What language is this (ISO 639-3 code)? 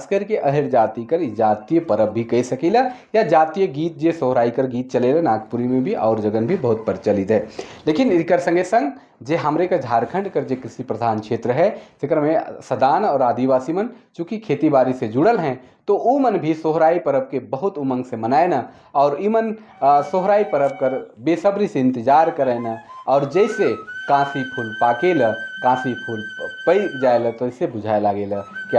sck